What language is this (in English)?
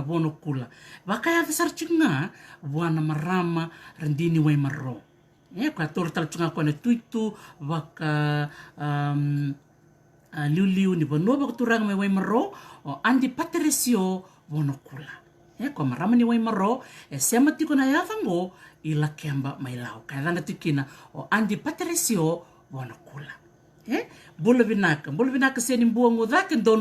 Fijian